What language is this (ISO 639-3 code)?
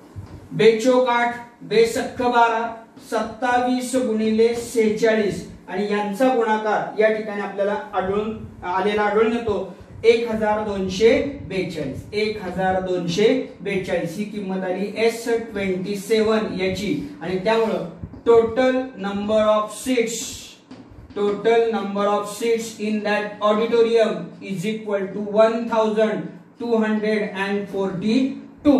mar